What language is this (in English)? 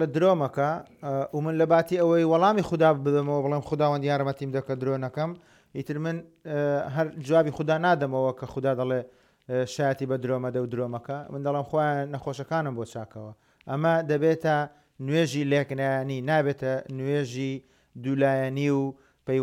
Central Kurdish